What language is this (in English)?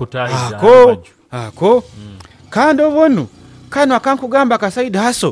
Nyoro